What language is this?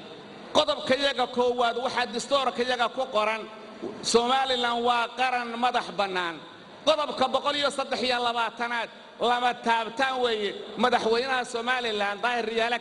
Somali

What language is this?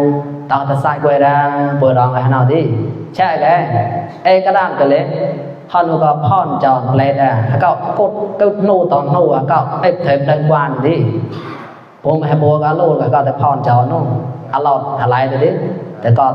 Mon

